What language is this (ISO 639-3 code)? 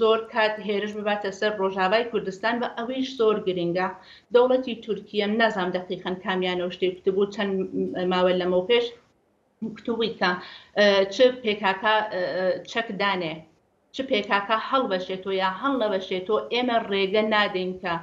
ckb